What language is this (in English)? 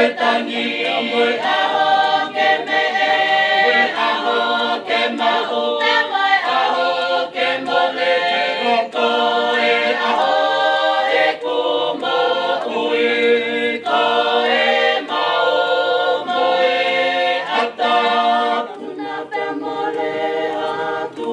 Tongan